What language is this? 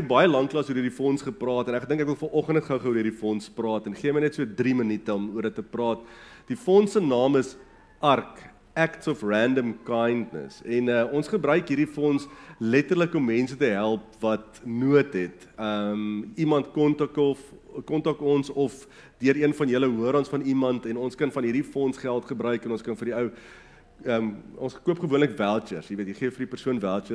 Afrikaans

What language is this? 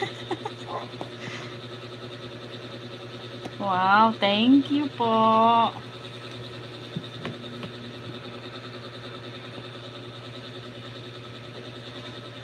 Filipino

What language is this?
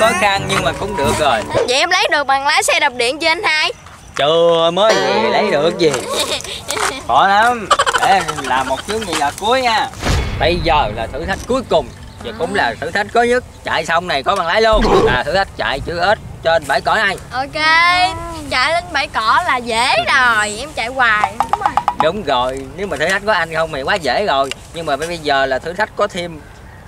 Vietnamese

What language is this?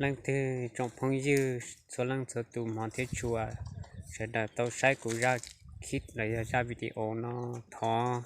Hmong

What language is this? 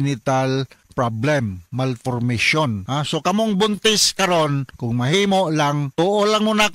Cebuano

